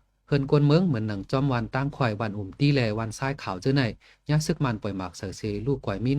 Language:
Shan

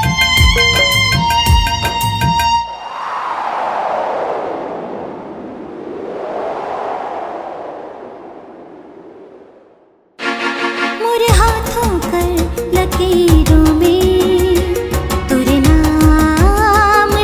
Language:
Sadri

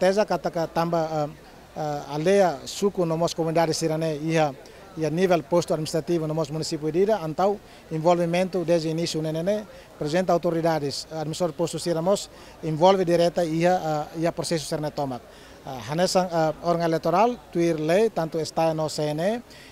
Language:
Tetum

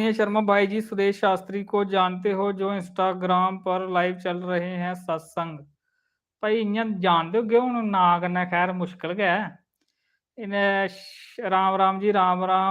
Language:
Dogri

